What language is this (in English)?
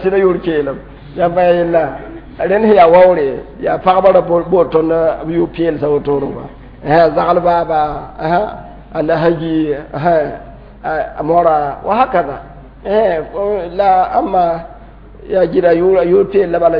Mossi